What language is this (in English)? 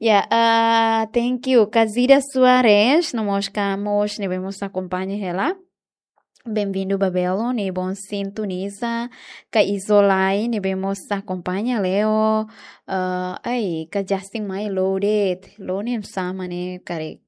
Tetum